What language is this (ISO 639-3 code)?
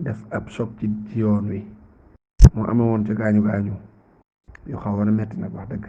wol